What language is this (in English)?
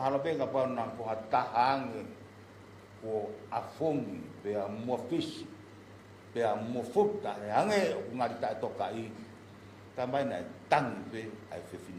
Tongan